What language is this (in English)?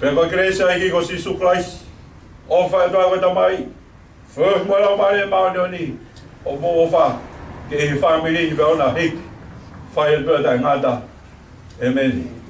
Tongan